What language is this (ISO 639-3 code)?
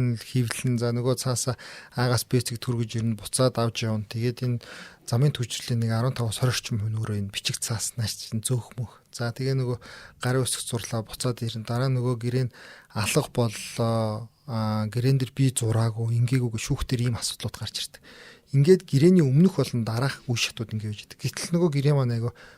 mon